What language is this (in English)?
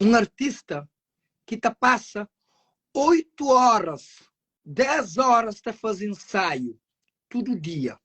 Kabuverdianu